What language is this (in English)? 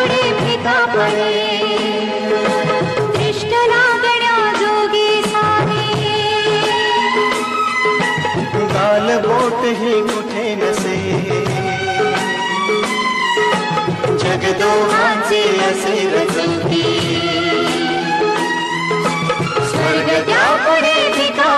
Marathi